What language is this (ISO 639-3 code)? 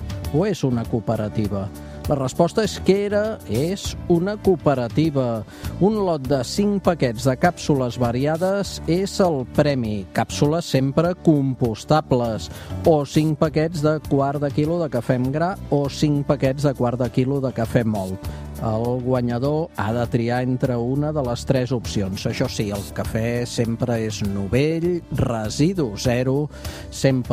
cat